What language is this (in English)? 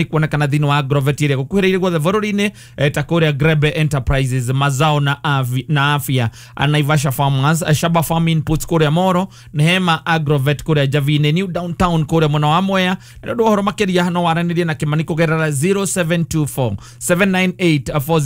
Kikuyu